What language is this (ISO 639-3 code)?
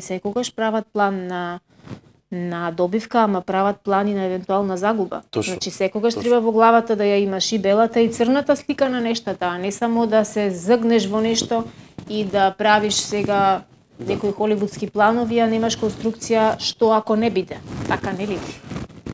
mkd